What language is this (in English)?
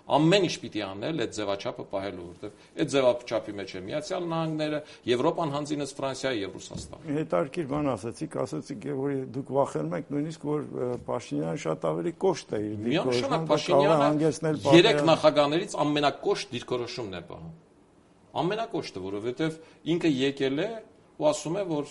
Armenian